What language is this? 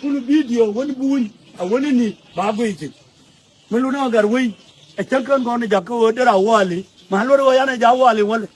Nuer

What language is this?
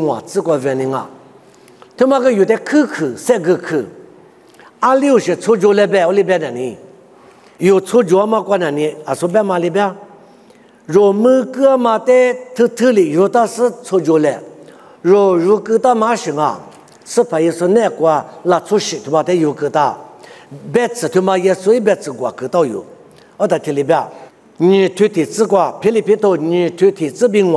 Lisu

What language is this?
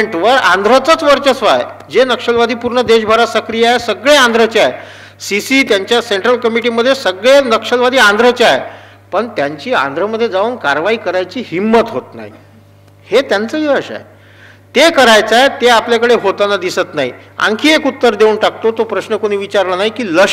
Marathi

